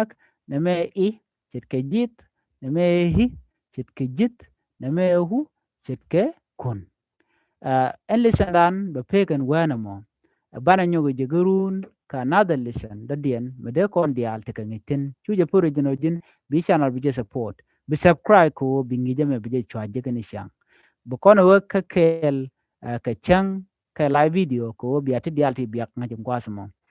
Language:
Nuer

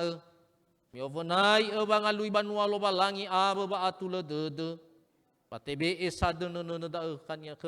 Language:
Nias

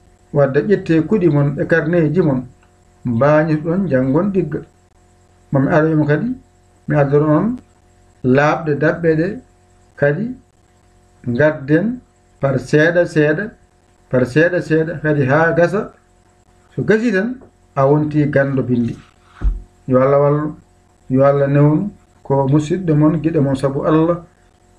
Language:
Fula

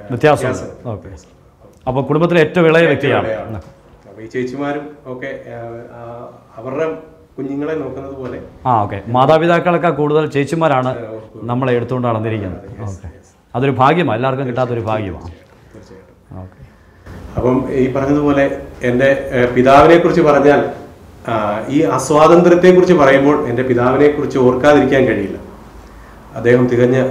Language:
Malayalam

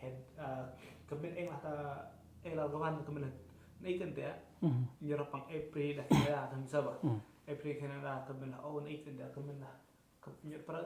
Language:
Central Mnong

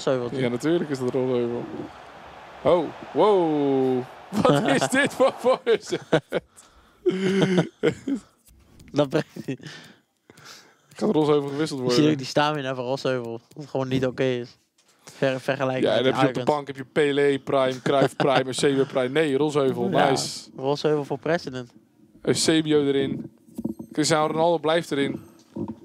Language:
Dutch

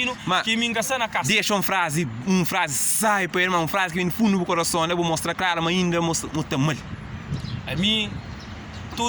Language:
Kabuverdianu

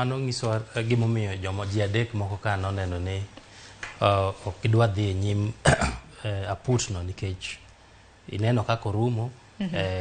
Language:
Luo (Kenya and Tanzania)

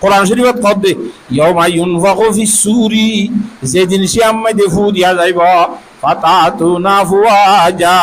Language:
Rohingya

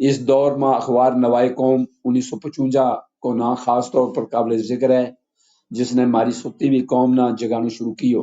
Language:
Gujari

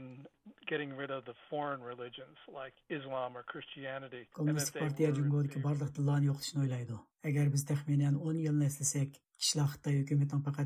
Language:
Uyghur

